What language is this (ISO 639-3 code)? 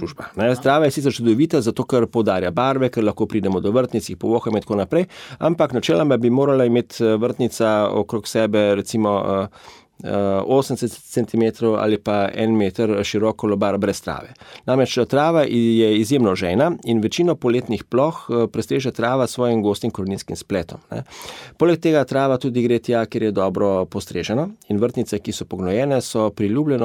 slv